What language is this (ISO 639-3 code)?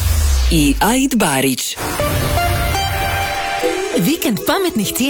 hrv